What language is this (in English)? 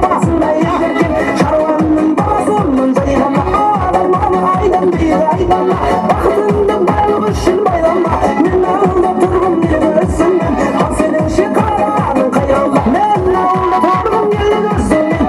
Kara-Kalpak